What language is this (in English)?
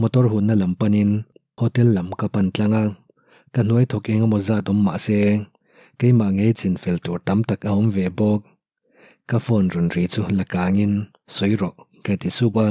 Mizo